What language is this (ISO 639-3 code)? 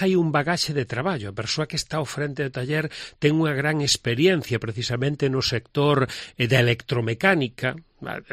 glg